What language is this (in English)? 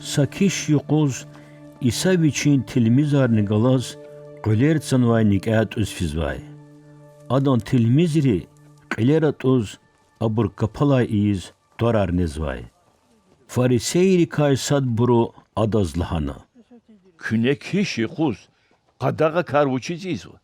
Lezghian